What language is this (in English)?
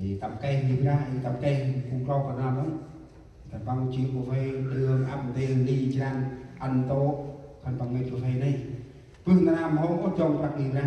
Central Mnong